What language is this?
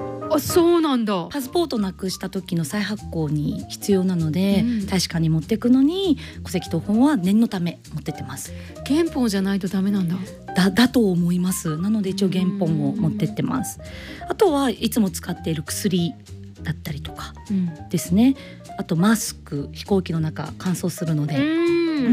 Japanese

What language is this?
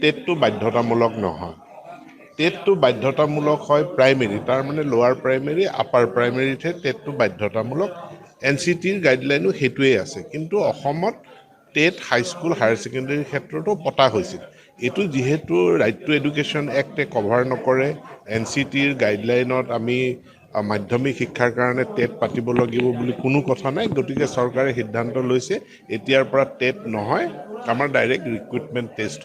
Assamese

